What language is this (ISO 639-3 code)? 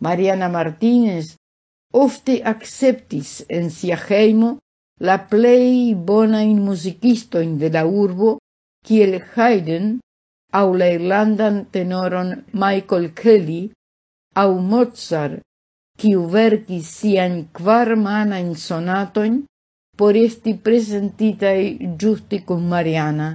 epo